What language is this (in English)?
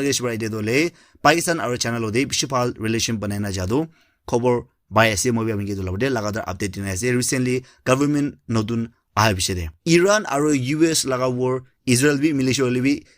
Naga Pidgin